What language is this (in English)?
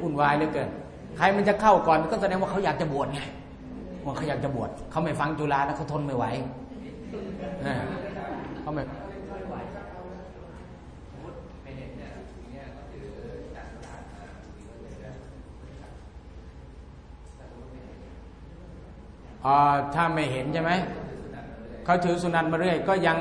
Thai